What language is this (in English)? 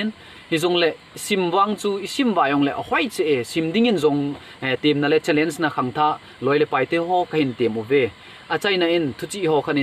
Thado Chin